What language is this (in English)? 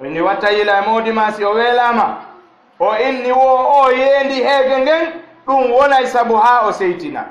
Fula